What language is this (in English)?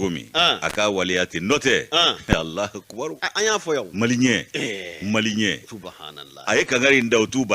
Bambara